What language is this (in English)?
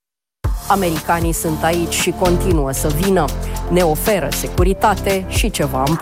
Romanian